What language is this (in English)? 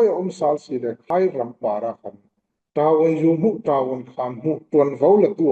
Falam Chin